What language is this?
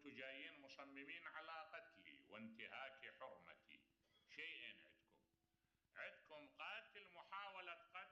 Mesopotamian Arabic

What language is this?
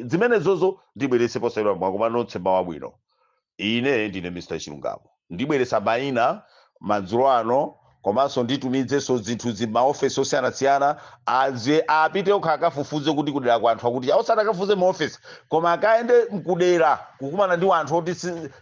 Nyanja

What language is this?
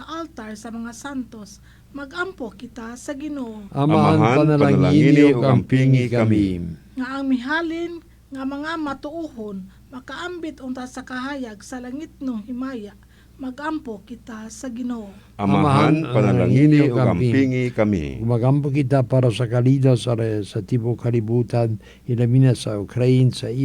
Cebuano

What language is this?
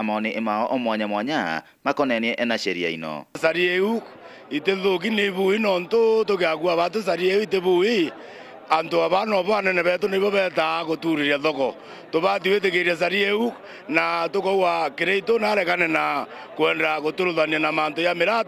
Meru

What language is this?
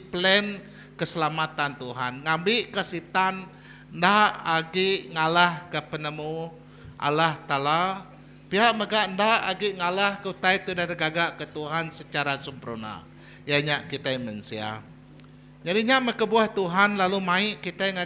Iban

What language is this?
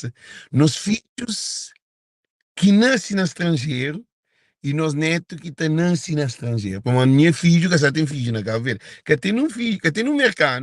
Kabuverdianu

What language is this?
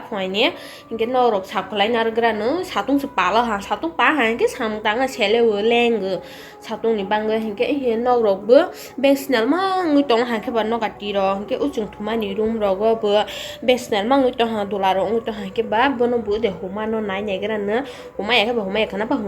Kok Borok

